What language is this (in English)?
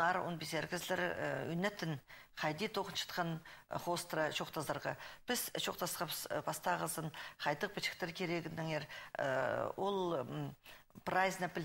Khakas